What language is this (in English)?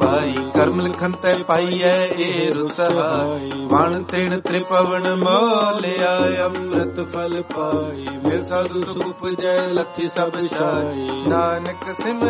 Punjabi